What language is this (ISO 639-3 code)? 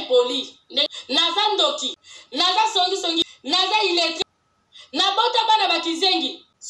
lin